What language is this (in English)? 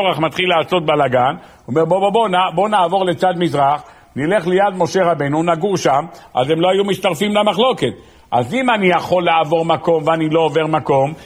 Hebrew